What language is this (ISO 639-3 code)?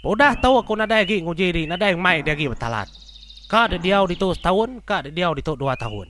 iba